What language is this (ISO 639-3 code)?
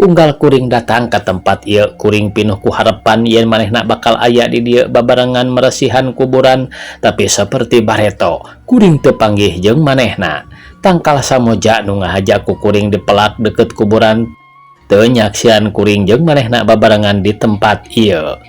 sun